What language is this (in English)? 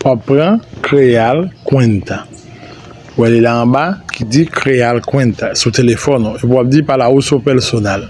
Haitian Creole